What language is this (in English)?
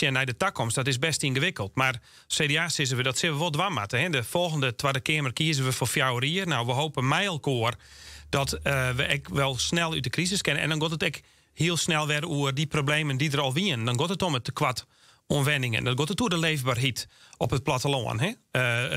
Western Frisian